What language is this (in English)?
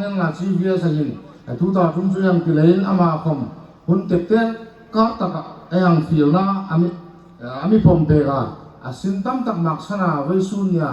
Hmar